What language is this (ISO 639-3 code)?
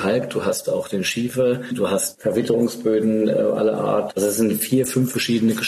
deu